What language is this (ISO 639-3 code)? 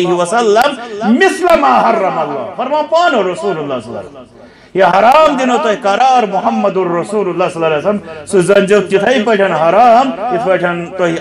kas